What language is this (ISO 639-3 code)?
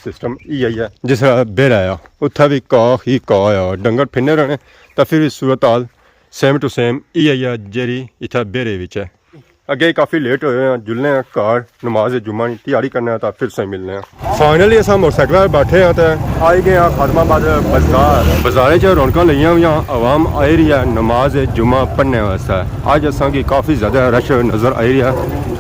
phr